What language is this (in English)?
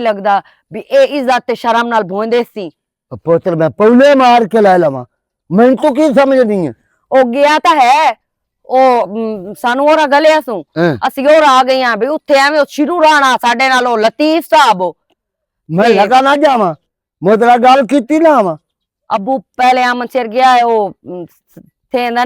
Western Panjabi